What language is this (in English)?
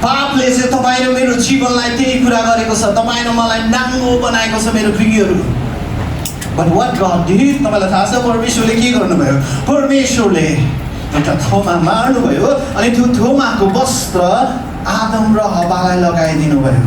Nepali